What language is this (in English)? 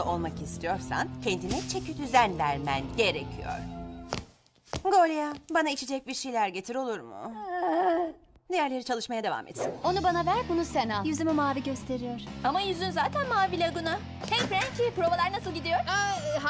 Turkish